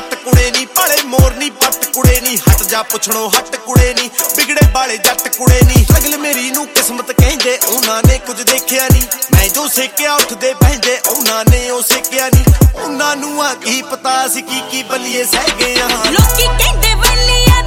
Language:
Punjabi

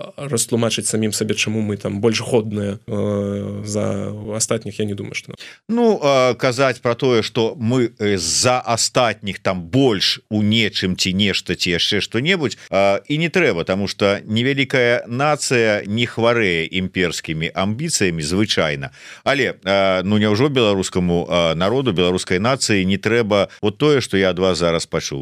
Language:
Belarusian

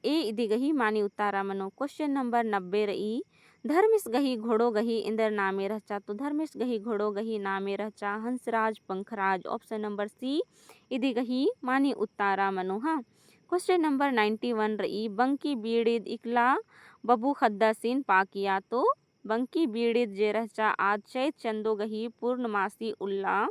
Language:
Kurukh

